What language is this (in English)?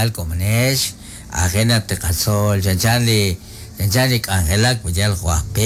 Kekchí